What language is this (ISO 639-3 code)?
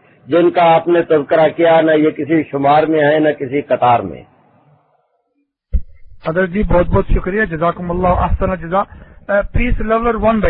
urd